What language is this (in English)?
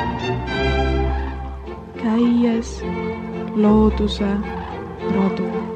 Estonian